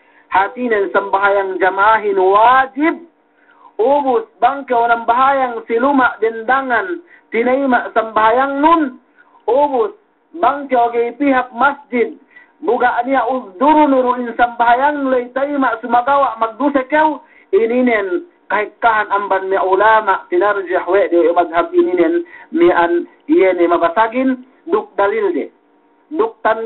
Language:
Yakan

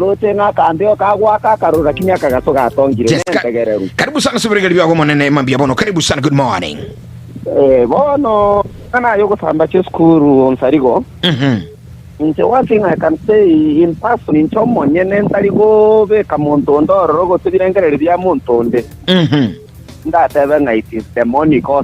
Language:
Gusii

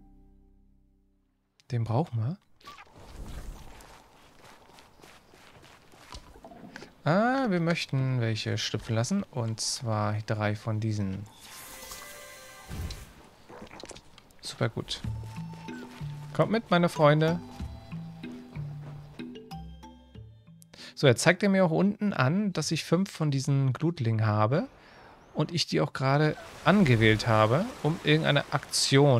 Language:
German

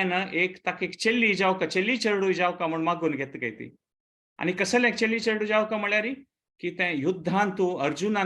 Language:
Konkani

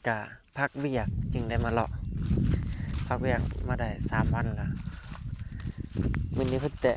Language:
Lao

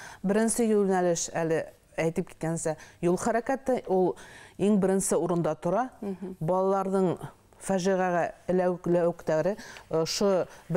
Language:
Bashkir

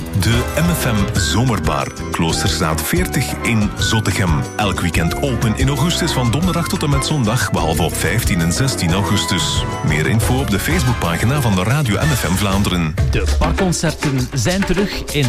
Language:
Dutch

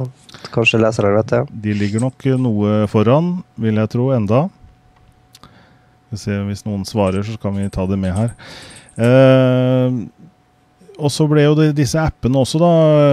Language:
Norwegian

